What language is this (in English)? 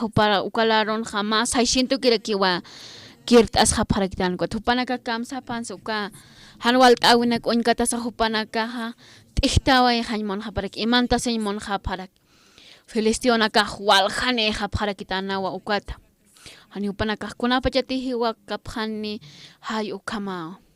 Aymara